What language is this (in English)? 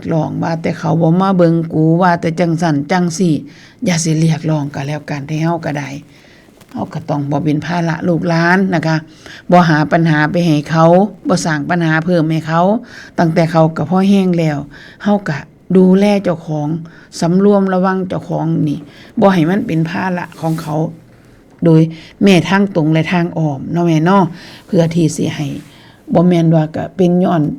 Northeastern Thai